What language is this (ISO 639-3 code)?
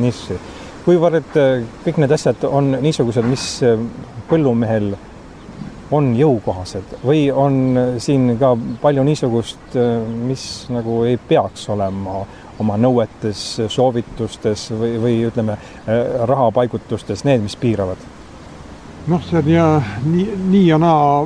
est